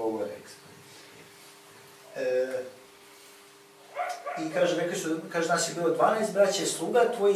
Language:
Croatian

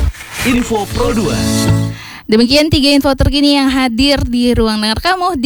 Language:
Indonesian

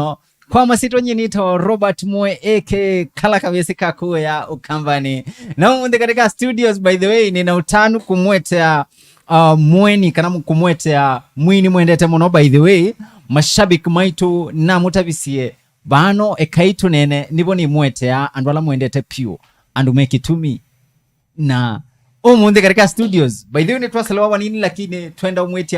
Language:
Kamba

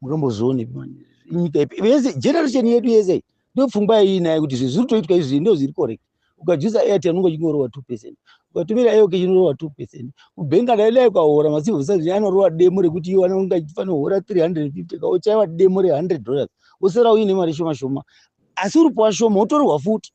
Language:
Shona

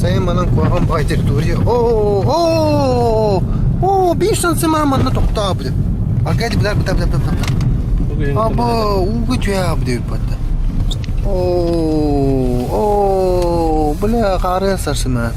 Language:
Yakut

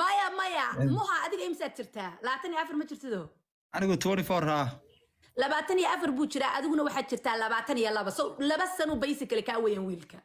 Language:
Somali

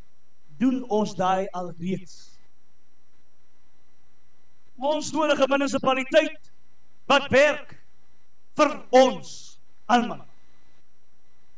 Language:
Afrikaans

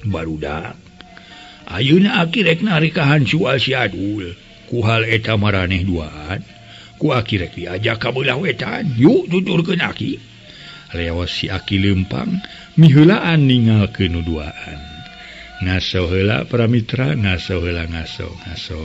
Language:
Sundanese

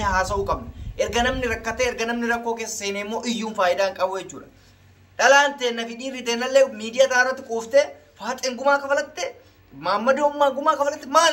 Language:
Oromo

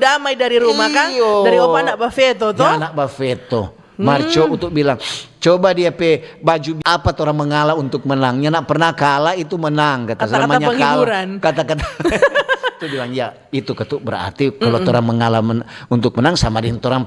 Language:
Manado Malay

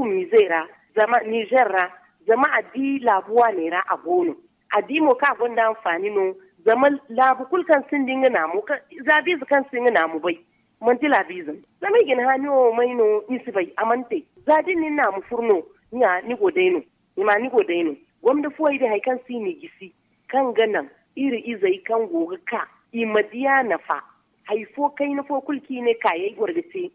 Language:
Zarma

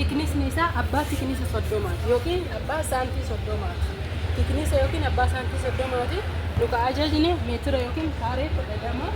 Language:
Oromo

